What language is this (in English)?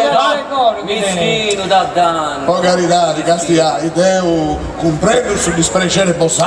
Sardinian